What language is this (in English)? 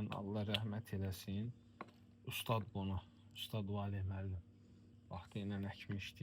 Azerbaijani